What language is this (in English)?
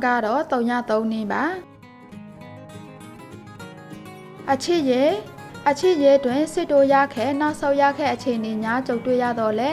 Burmese